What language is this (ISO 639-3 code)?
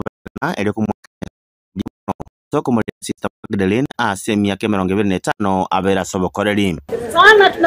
guz